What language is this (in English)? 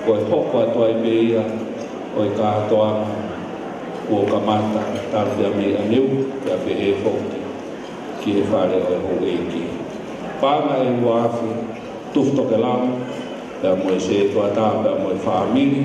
Tongan